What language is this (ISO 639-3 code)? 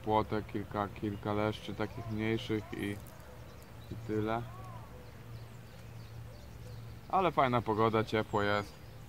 pol